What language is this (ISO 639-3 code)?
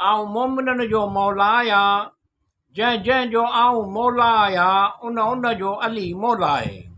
snd